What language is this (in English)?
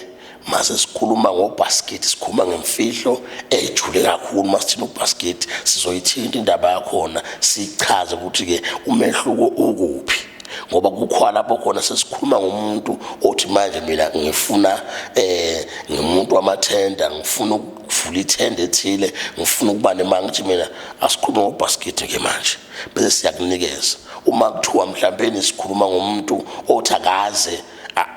Zulu